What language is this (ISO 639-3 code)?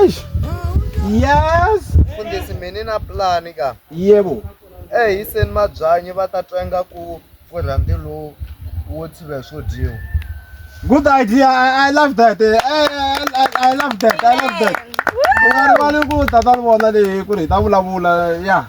tso